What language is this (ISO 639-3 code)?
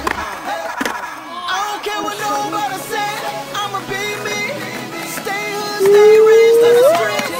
eng